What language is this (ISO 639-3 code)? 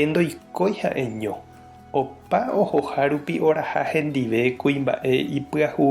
grn